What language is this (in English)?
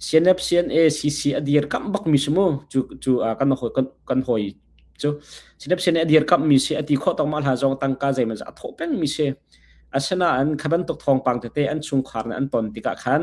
Hakha Chin